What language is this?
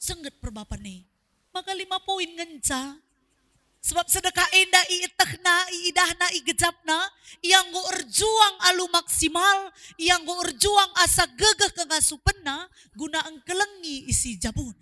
Batak Karo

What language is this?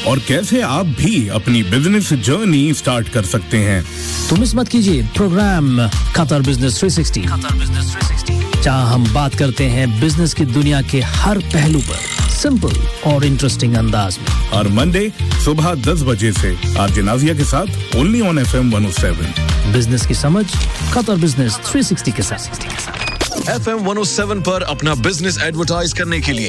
Urdu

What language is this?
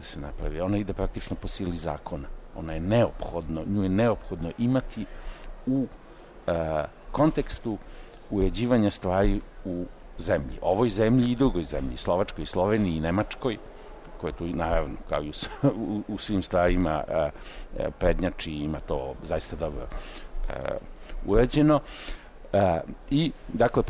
Serbian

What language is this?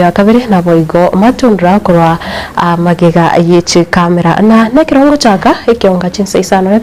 Gusii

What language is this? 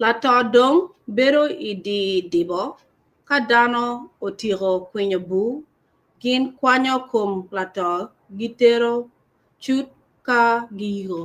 Acoli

